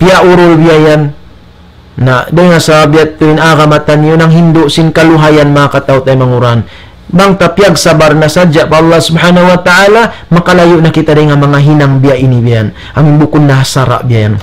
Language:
Tausug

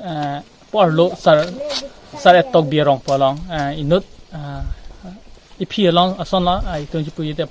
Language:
Karbi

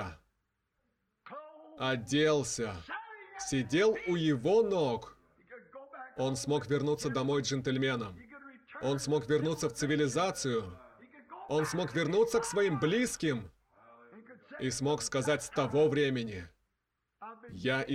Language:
Russian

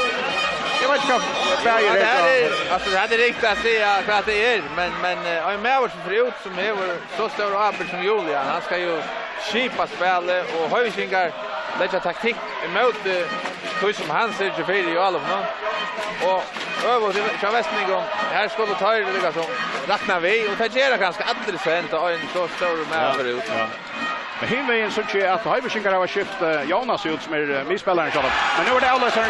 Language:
Faroese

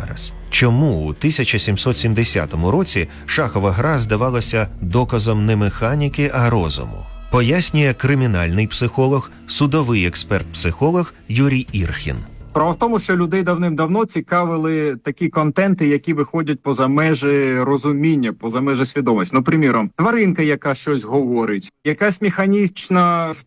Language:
Ukrainian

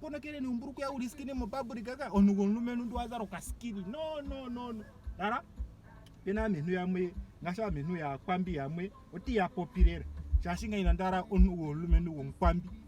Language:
Ndonga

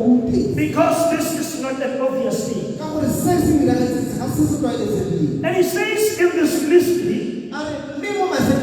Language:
Tswana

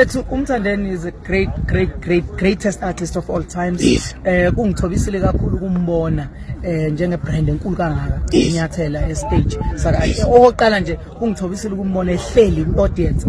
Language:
Zulu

